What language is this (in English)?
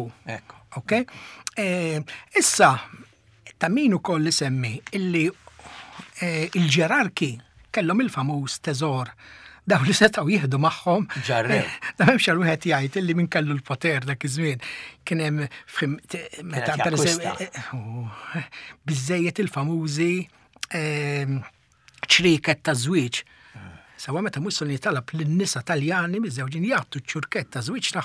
Maltese